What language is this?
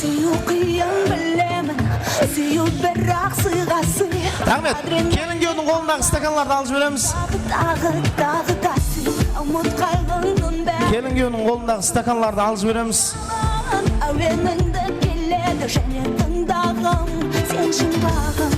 Kara-Kalpak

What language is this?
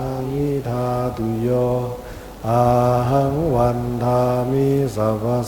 Pali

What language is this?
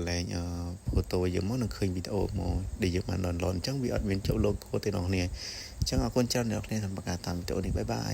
Khmer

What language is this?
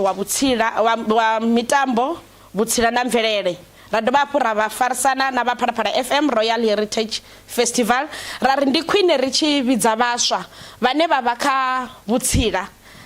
Venda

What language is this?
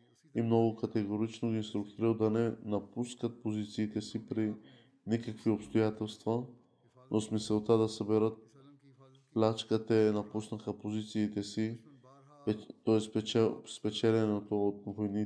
Bulgarian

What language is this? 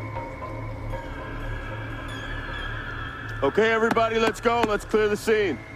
English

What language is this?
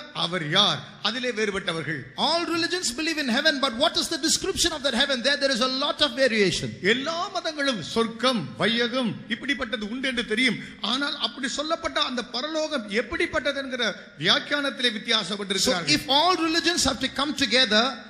Tamil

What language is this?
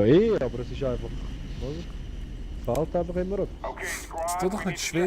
Swiss German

